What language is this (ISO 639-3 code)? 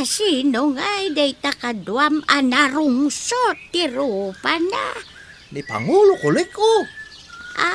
ilo